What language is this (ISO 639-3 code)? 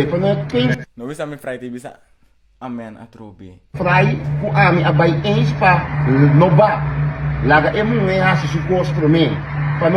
pap